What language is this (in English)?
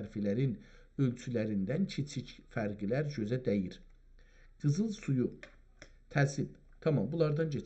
South Azerbaijani